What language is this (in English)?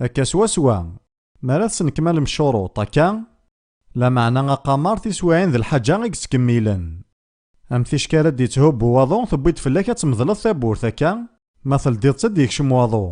Kabyle